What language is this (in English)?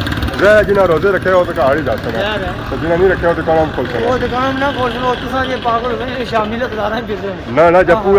Pahari-Potwari